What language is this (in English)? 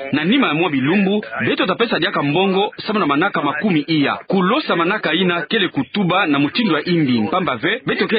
Kituba (Democratic Republic of Congo)